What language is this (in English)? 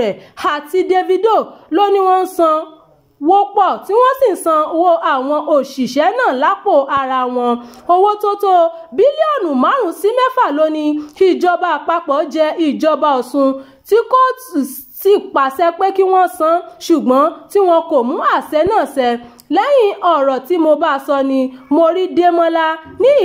Yoruba